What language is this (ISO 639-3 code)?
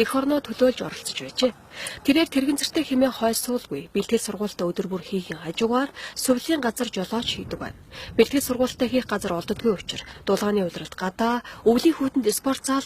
mon